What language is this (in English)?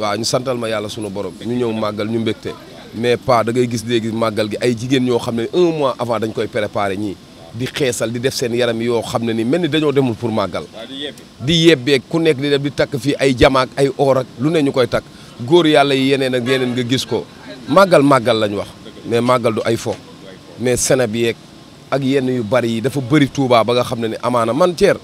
Wolof